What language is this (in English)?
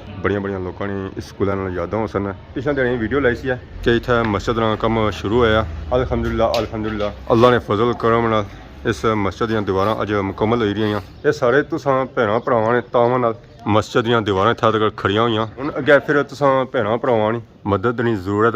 Pahari-Potwari